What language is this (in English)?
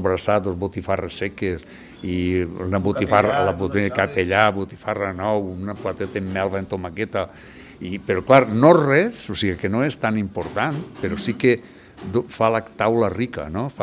Catalan